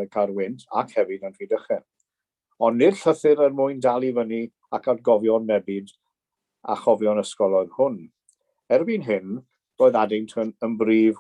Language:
Welsh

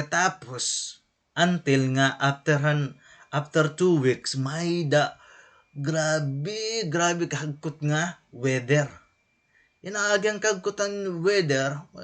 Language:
Waray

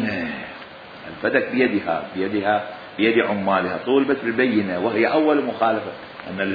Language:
Mesopotamian Arabic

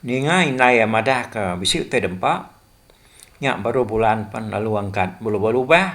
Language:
Iban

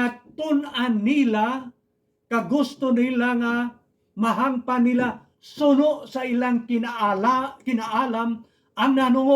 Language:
Hiligaynon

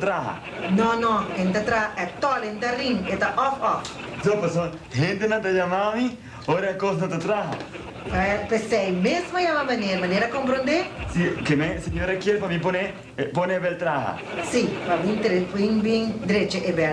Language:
Papiamento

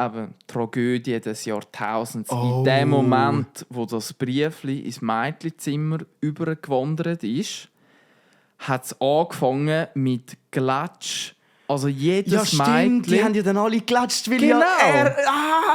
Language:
Swiss German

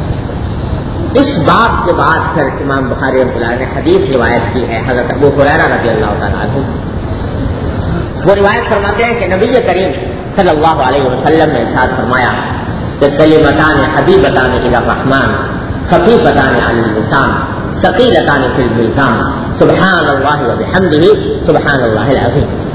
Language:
Urdu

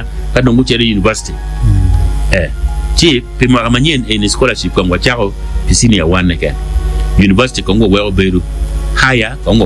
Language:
Acoli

